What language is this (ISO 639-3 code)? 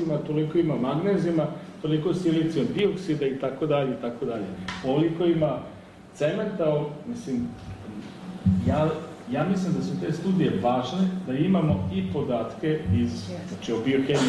srp